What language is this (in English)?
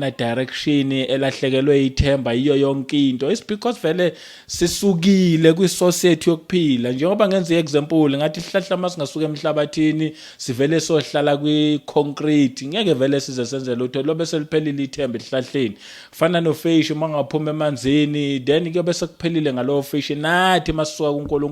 Zulu